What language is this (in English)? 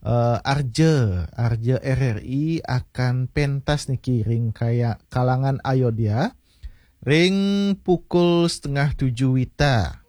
Balinese